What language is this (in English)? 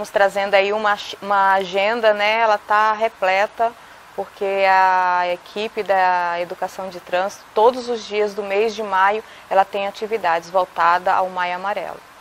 Portuguese